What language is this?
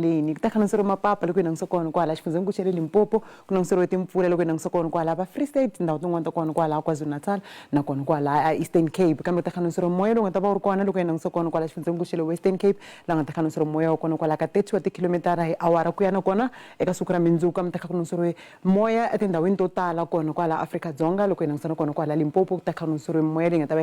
Tsonga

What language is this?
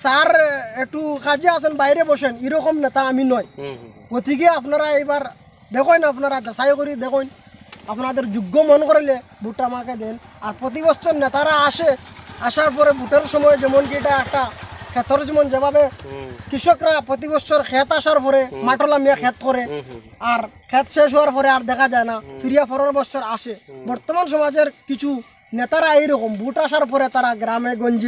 Sylheti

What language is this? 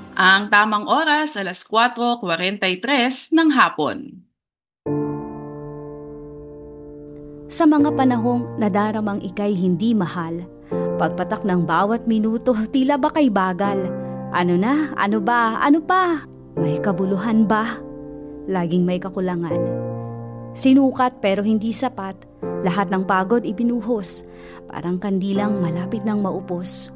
Filipino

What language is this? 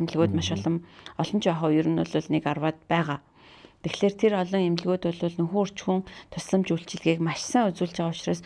Mongolian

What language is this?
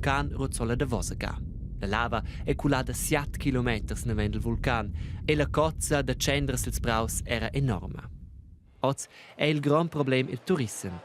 Romansh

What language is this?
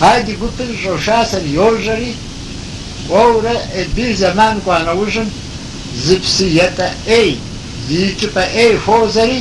Kabardian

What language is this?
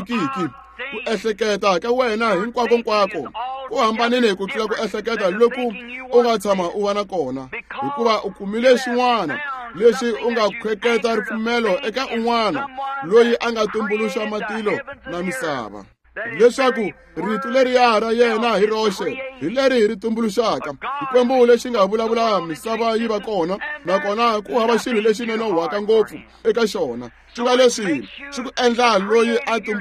Tsonga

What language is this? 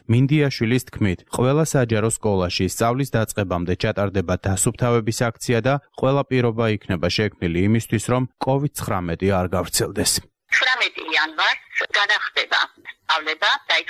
Georgian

